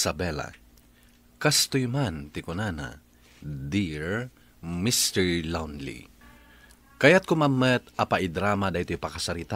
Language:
Iloko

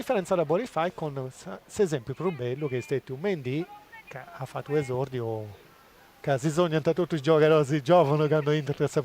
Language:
Sardinian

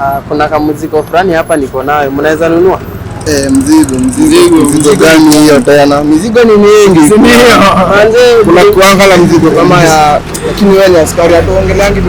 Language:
Swahili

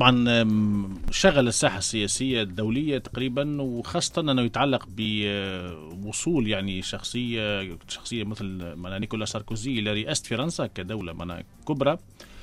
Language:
Tunisian Arabic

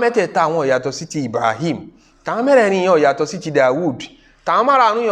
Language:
Yoruba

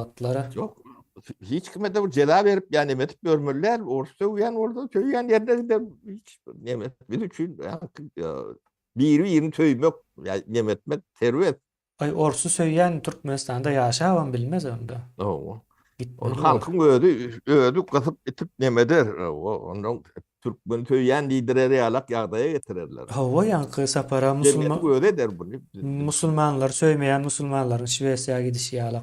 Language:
Turkmen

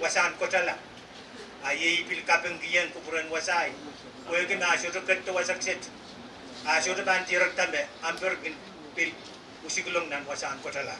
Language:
Pohnpeian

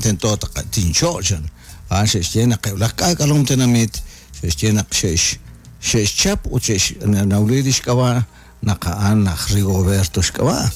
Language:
Kekchí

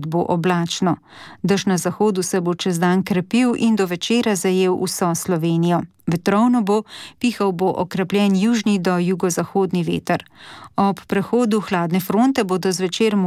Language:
Slovenian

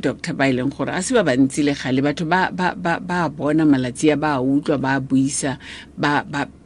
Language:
Tswana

